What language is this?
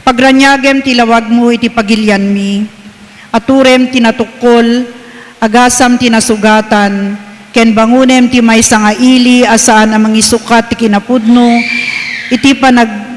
Iloko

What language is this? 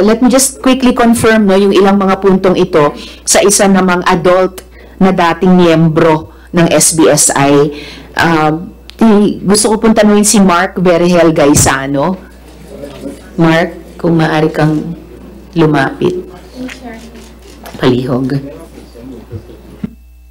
Filipino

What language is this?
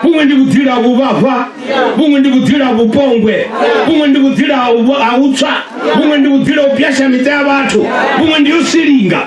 Venda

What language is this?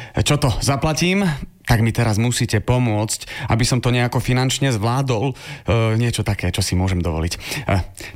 Slovak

